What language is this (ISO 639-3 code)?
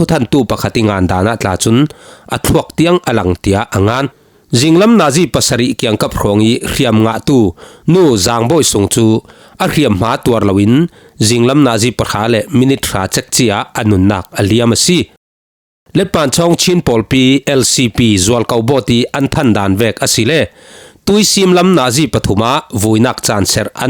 cfm